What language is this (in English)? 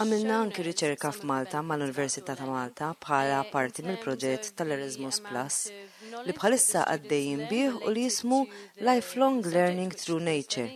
Maltese